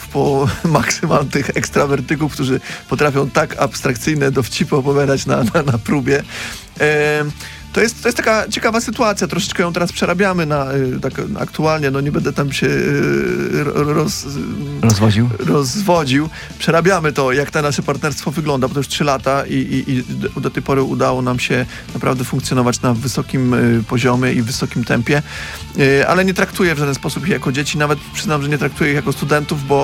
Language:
Polish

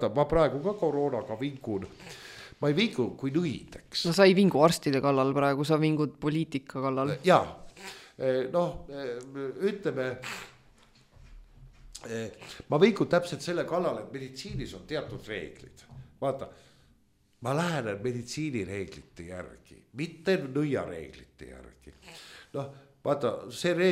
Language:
Estonian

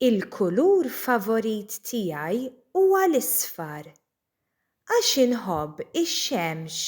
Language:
Maltese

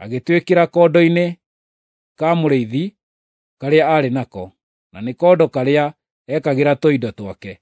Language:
Kikuyu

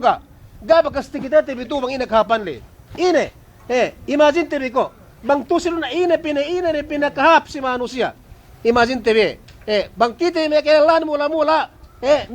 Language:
Yakan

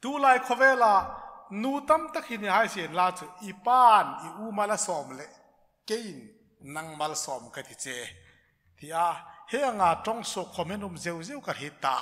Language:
Hmar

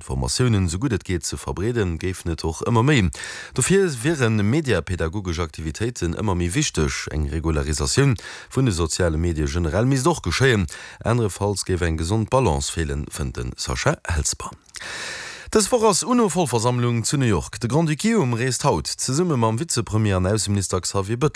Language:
Luxembourgish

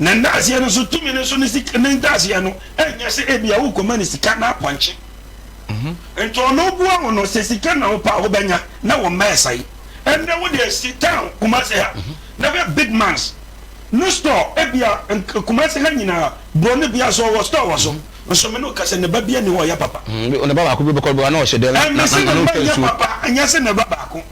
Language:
Akan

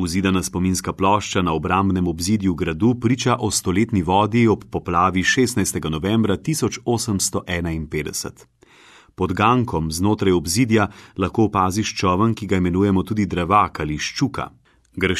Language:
Slovenian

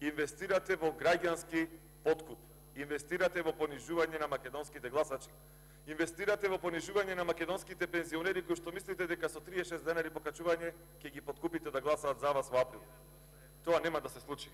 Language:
Macedonian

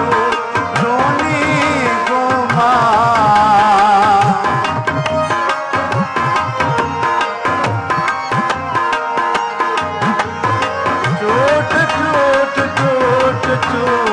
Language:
Punjabi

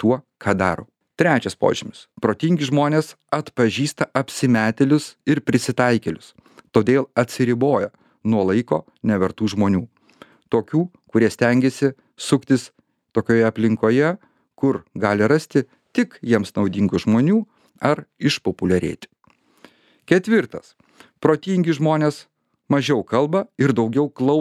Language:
Lithuanian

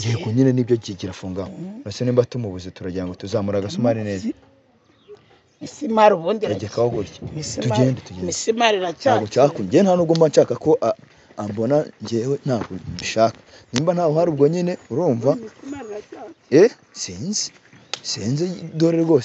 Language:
Kinyarwanda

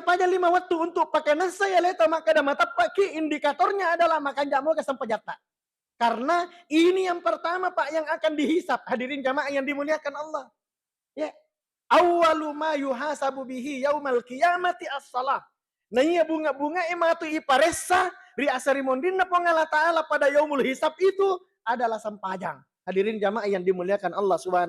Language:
Buginese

